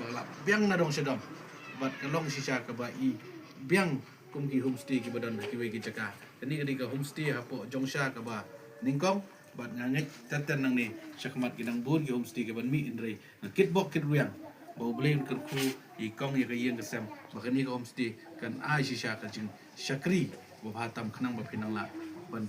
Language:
Khasi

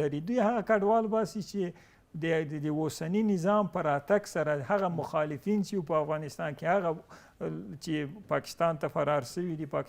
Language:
Pashto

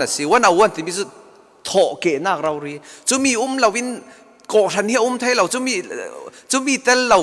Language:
Falam Chin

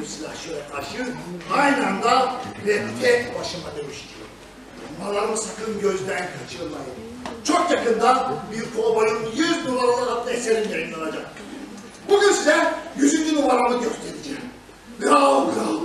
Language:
Turkish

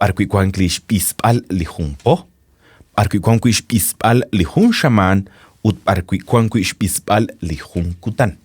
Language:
Kekchí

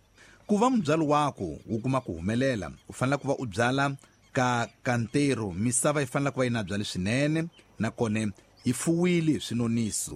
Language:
Tsonga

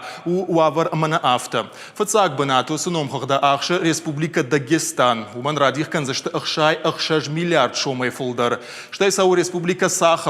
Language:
Ossetic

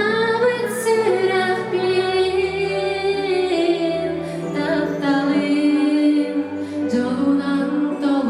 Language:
Yakut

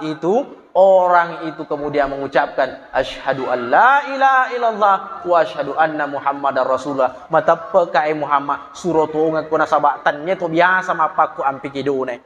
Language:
Buginese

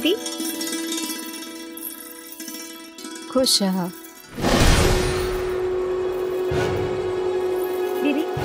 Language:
Bhojpuri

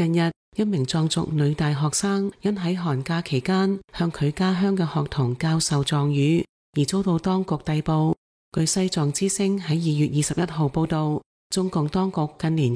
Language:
Cantonese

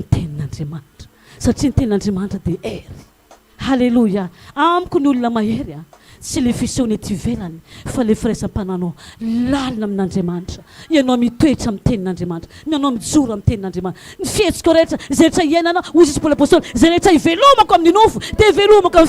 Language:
Malagasy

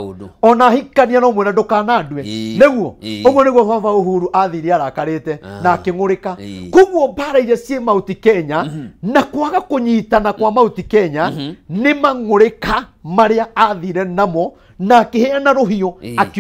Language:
Kikuyu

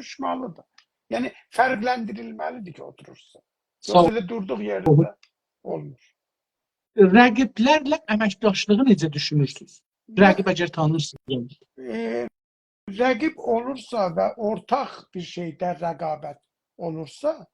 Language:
South Azerbaijani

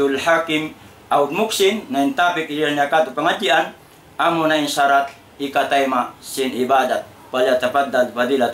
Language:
Tausug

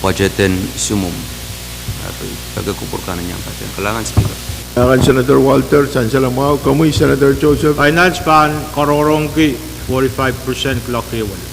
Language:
Pohnpeian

